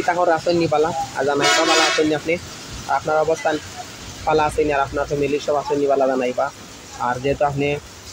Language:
Sylheti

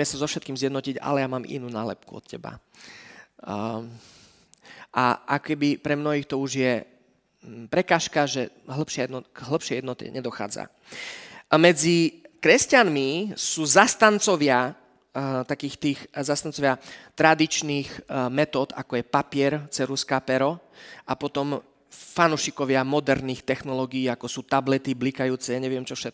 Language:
Slovak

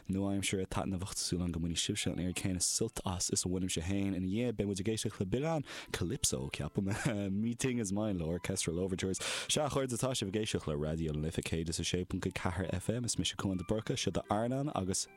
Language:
Irish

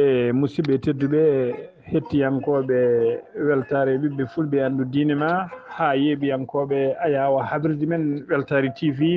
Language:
Fula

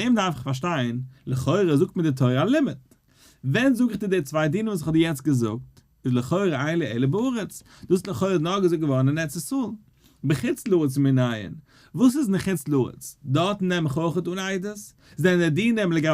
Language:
Yiddish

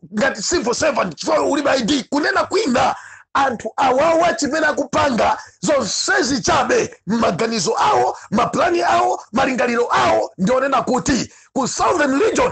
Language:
Nyanja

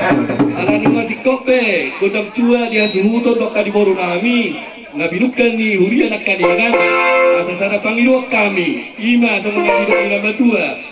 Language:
Batak Toba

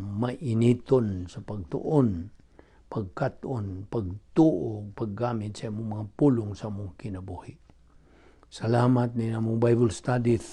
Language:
Cebuano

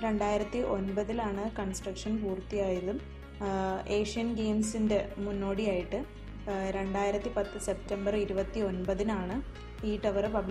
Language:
Malayalam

